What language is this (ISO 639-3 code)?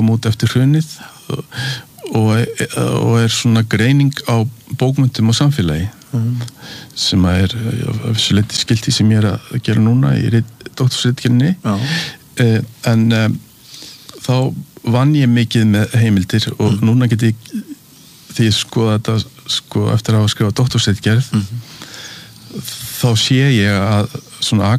isl